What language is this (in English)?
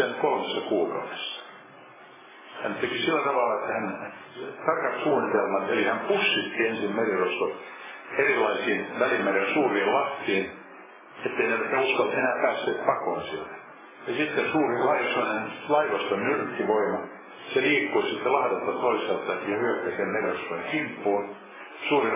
Finnish